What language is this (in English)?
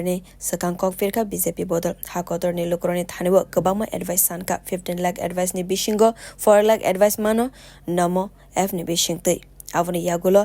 Kok Borok